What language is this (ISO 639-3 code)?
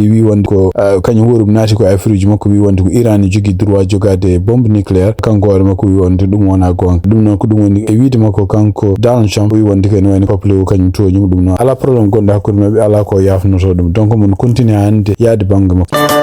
ful